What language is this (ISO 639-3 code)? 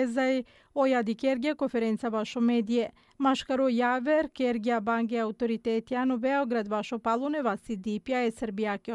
bos